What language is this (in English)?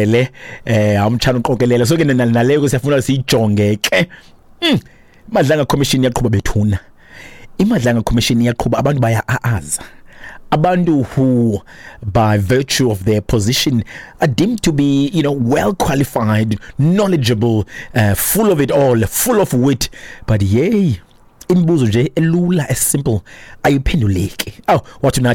Xhosa